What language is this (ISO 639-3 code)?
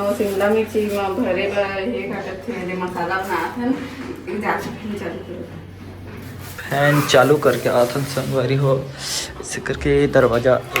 hne